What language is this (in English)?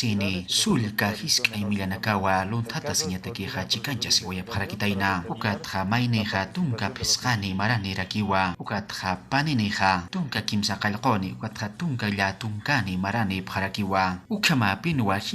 Aymara